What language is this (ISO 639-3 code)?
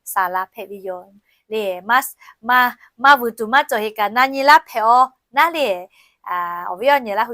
lhu